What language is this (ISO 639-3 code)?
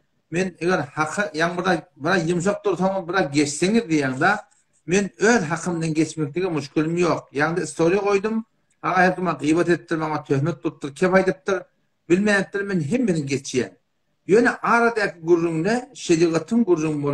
tuk